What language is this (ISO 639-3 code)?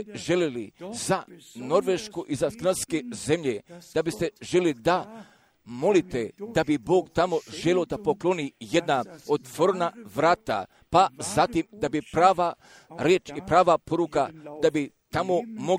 hrv